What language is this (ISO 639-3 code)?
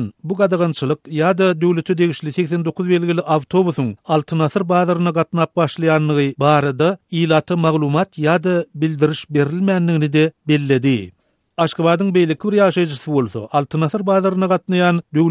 tuk